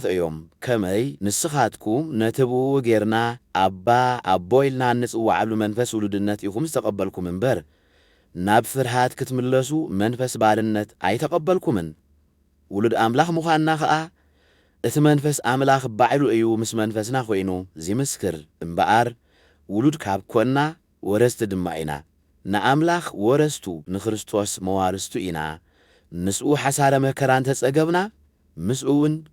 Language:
Tigrinya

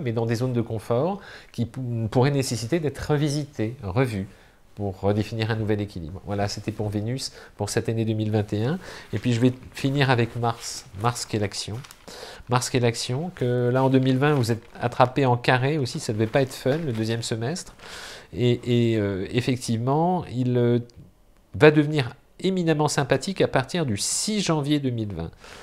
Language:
French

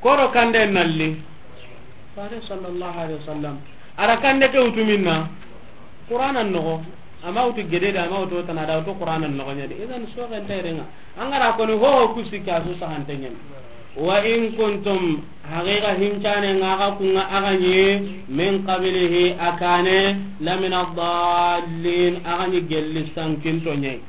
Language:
Soninke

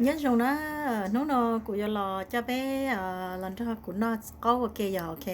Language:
Hmong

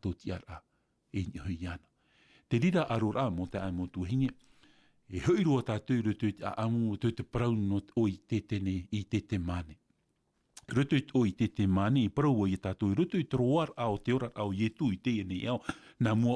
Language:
Tahitian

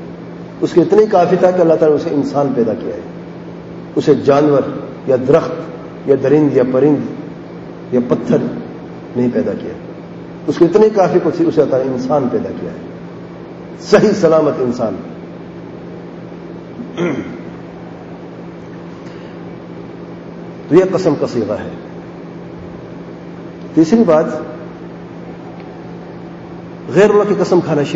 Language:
Urdu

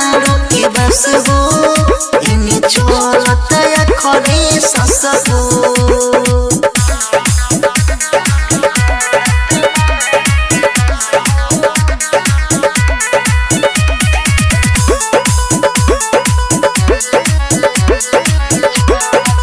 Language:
Bhojpuri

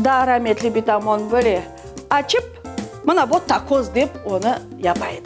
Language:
Crimean Tatar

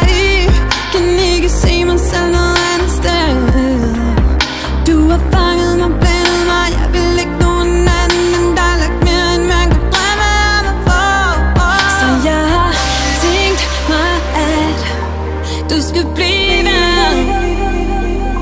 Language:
Danish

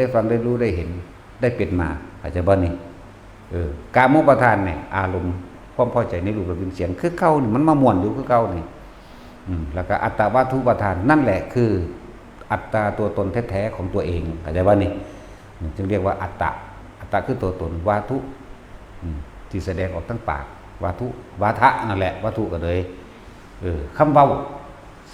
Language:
Northeastern Thai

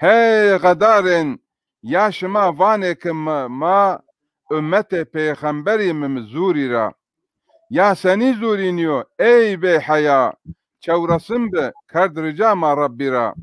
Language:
Zaza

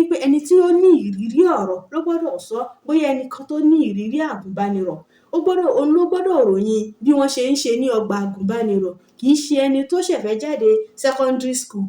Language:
Yoruba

